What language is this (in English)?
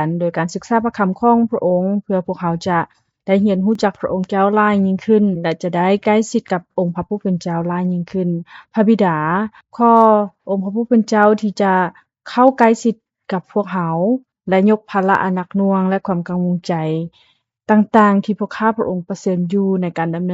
Lao